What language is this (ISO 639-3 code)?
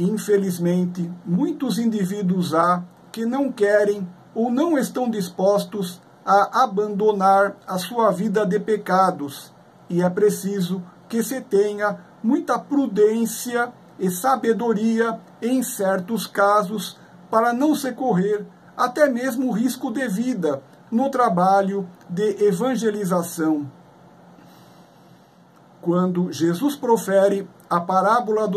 por